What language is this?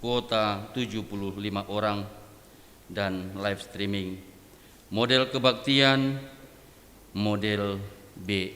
Batak Simalungun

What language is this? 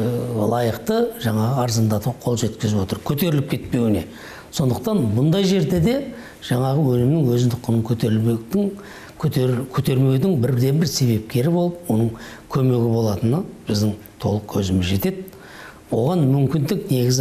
Kazakh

